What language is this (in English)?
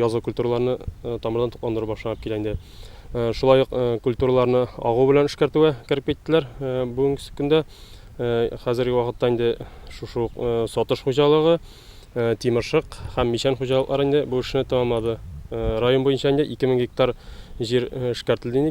Tatar